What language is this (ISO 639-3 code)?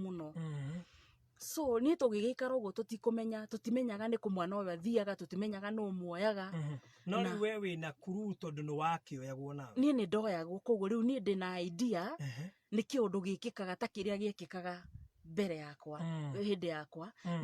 kik